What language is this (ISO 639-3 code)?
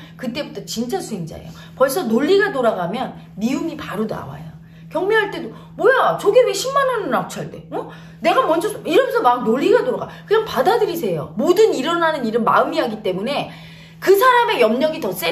kor